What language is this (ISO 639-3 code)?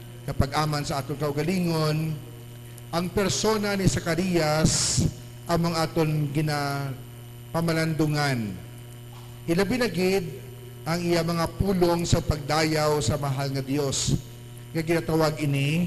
hil